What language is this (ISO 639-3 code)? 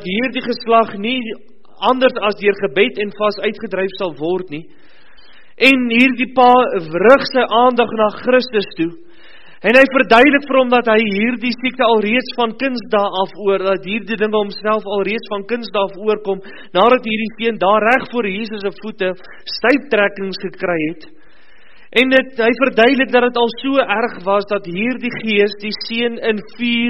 afr